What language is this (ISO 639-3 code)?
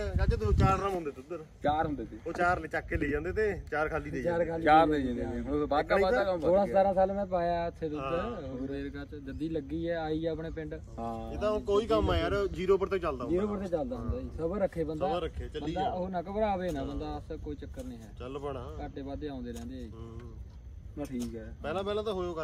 pan